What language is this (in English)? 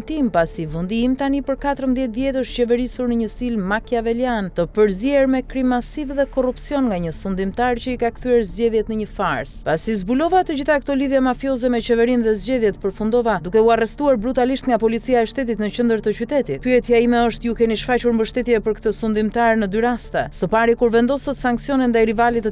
Albanian